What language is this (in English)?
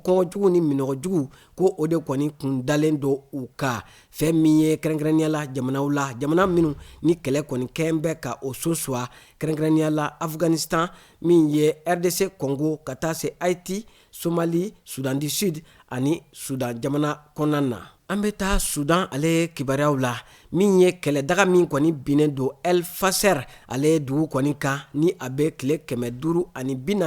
Bambara